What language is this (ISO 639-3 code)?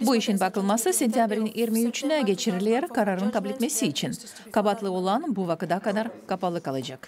gag